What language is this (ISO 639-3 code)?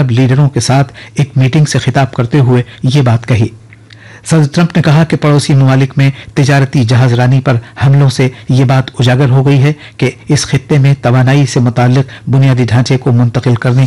urd